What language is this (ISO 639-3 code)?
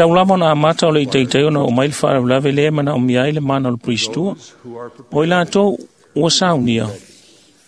smo